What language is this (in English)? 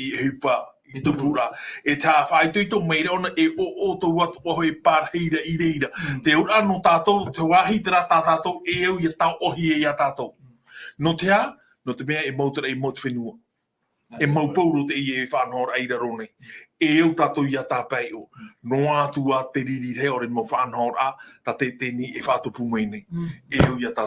Tahitian